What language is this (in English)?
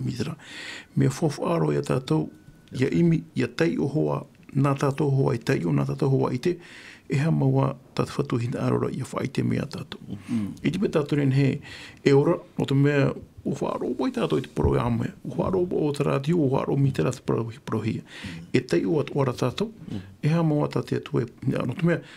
Tahitian